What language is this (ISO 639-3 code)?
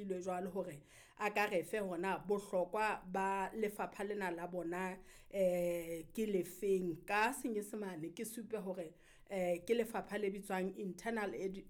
sot